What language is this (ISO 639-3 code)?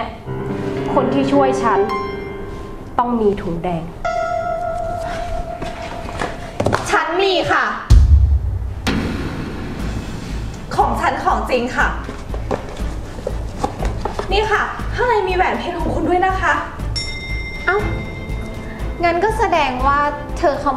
tha